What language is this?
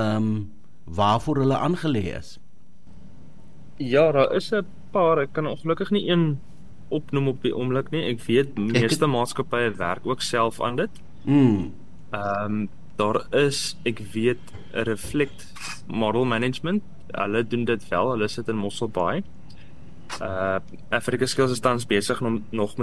Afrikaans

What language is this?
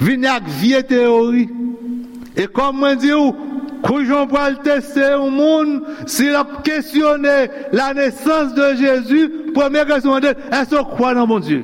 Haitian Creole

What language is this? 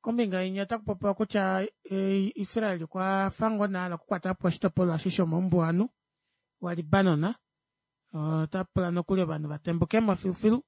Kuanyama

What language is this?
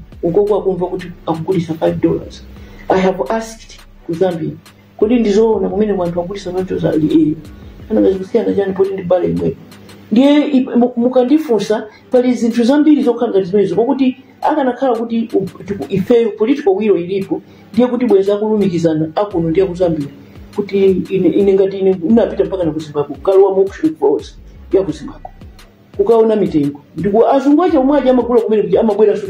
Nyanja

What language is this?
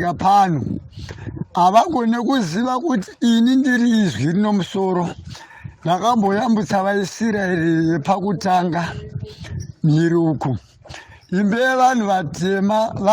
Shona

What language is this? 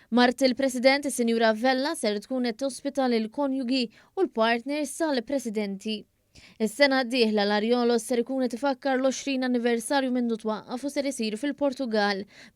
Maltese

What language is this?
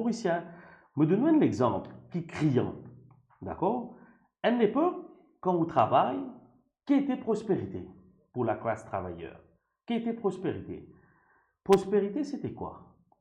Morisyen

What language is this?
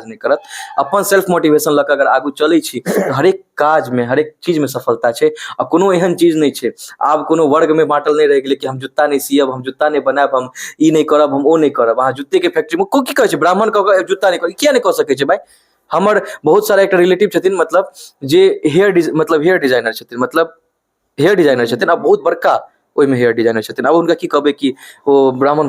Maithili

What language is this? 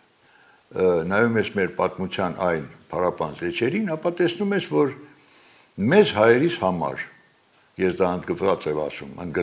Armenian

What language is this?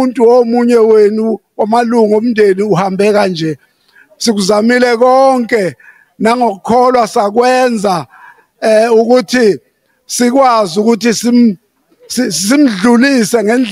Zulu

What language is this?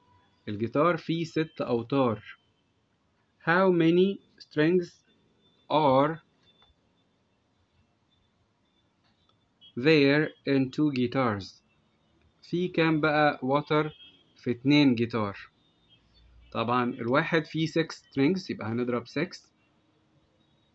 Egyptian Arabic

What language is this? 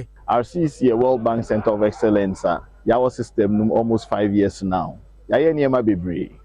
Akan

